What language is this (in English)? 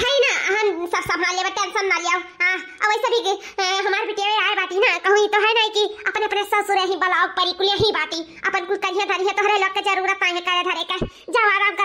Awadhi